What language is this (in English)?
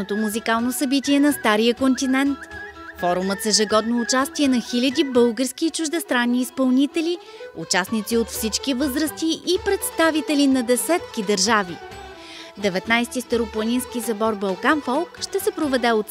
Bulgarian